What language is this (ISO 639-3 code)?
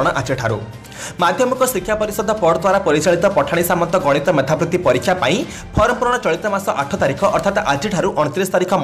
ori